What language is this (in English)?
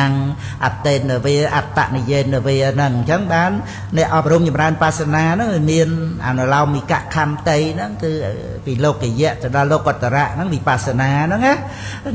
Khmer